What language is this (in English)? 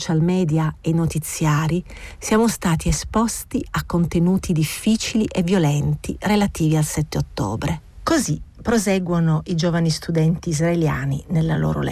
Italian